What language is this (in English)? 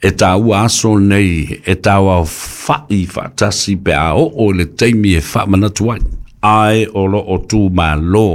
Samoan